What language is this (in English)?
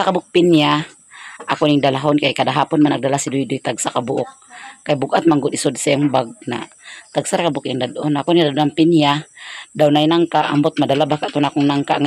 Cebuano